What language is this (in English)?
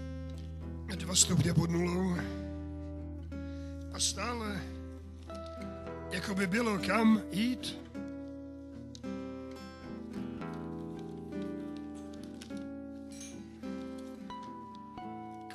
Czech